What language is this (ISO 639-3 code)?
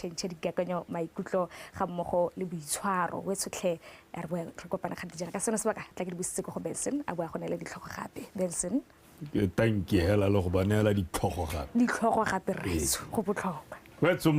tsn